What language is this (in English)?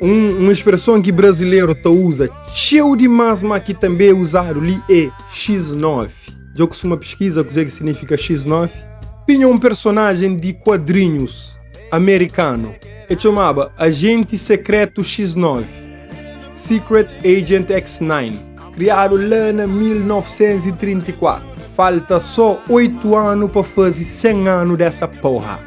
Kabuverdianu